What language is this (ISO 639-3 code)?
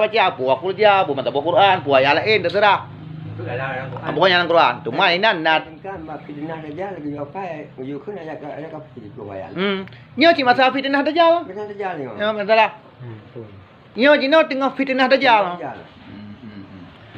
ace